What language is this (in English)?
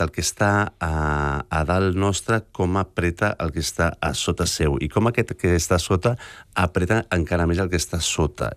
Catalan